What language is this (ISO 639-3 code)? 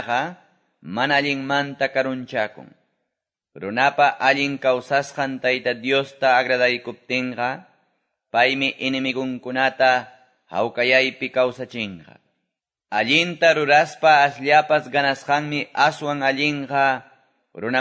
que